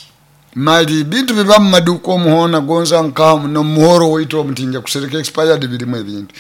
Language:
Nyoro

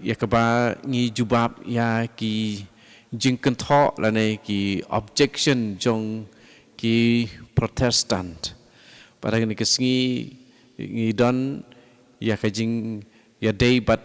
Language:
Khasi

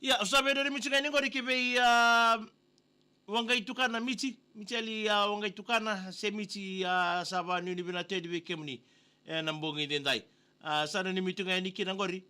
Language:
Fijian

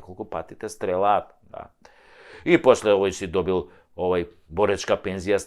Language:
Macedonian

